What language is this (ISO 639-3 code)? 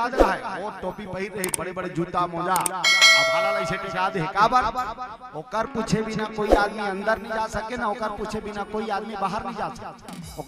hne